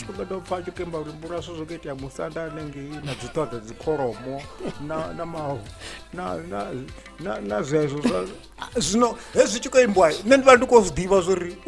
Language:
Venda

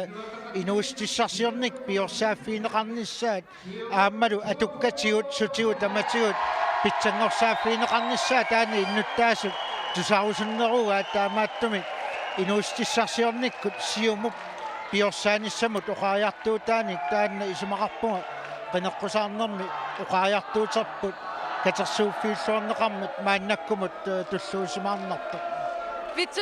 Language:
Kalaallisut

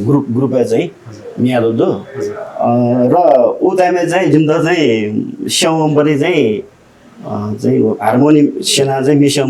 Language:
Newari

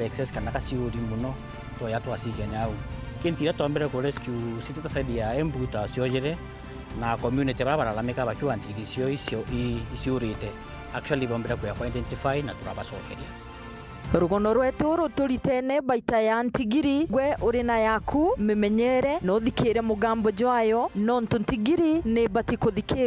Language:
Meru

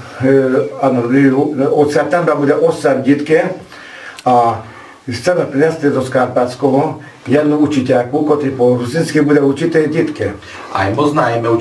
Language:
Rusyn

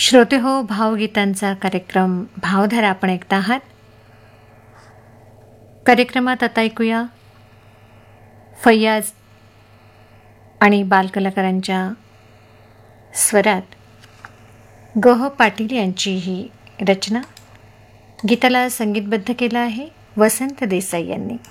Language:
Marathi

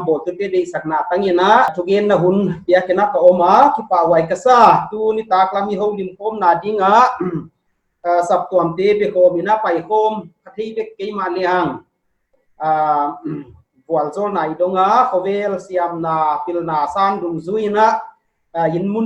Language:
Paite Chin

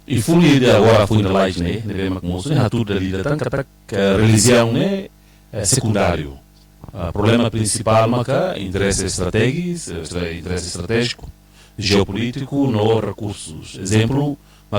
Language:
Tetum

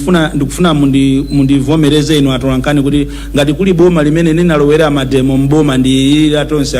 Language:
Nyanja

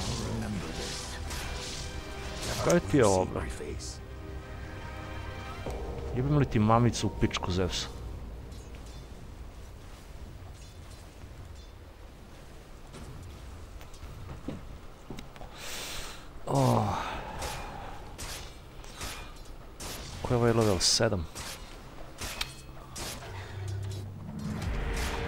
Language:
Serbian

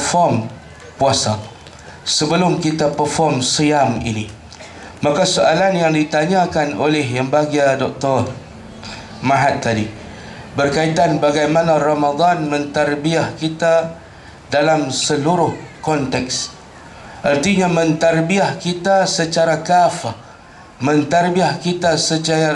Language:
Malay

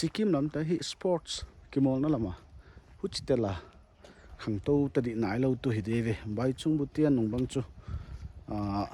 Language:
Paite Chin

